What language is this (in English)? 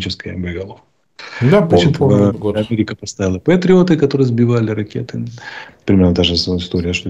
Russian